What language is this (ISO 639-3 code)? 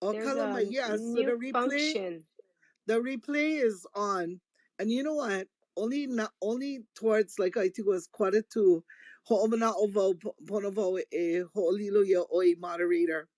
haw